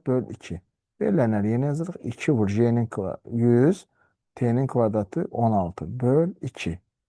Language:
Azerbaijani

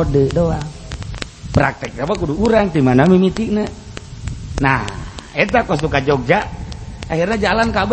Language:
Sundanese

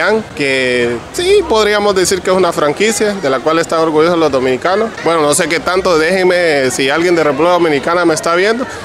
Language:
Spanish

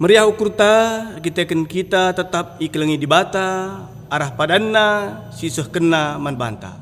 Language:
Batak Karo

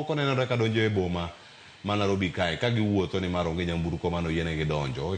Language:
Luo (Kenya and Tanzania)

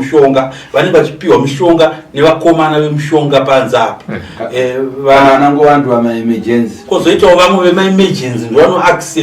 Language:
Shona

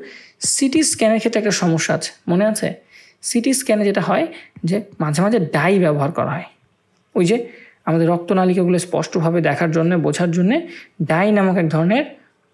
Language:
Bangla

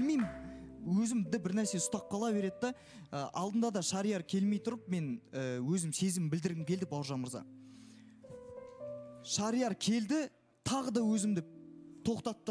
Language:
Kazakh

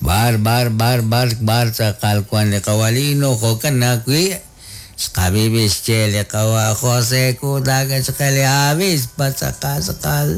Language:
Kekchí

